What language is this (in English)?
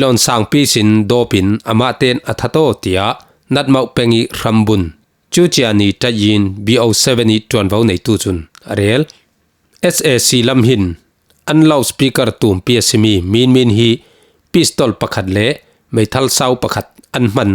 Falam Chin